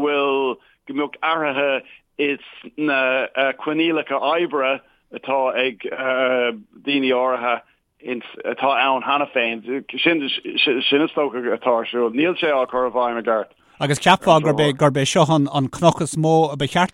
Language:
Irish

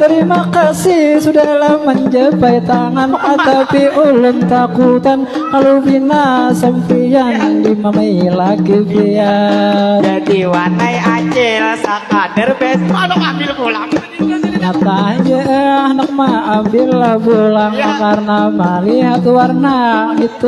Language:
Banjar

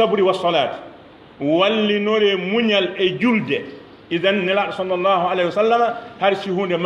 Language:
Fula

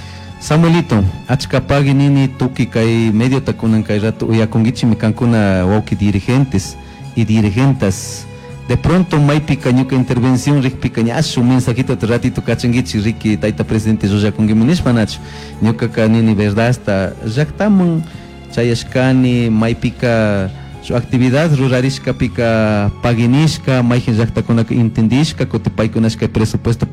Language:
Chimborazo Highland Quichua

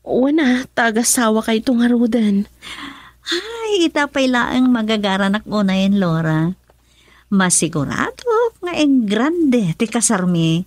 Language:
Iloko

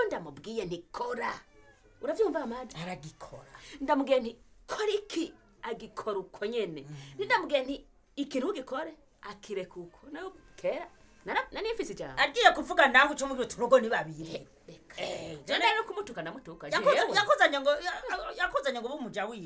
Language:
Rundi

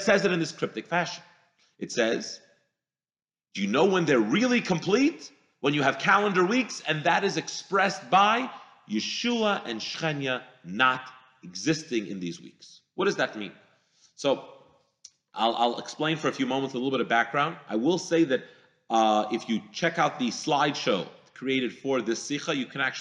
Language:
English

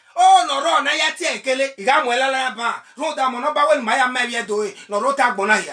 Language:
Bini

